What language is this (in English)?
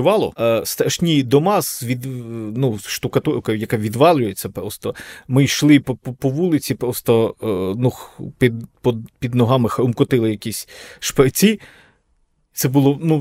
Ukrainian